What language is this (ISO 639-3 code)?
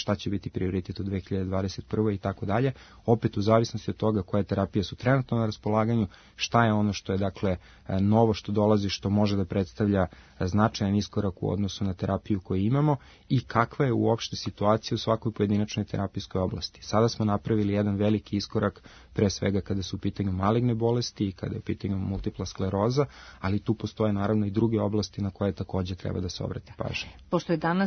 srp